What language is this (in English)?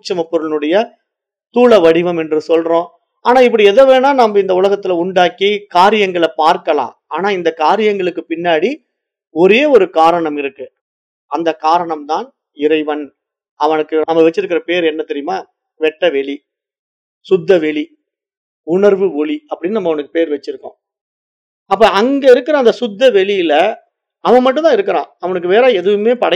Tamil